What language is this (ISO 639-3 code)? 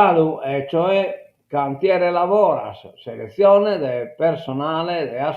srd